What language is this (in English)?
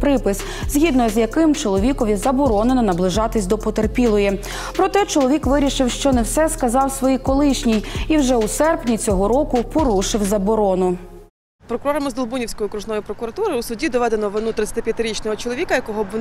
Ukrainian